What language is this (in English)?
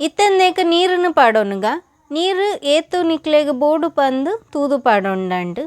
Tulu